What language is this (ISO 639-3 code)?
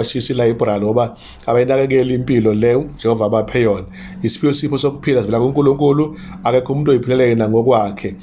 zul